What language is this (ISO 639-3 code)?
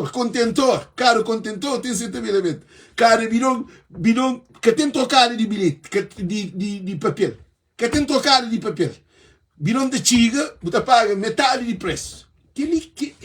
kea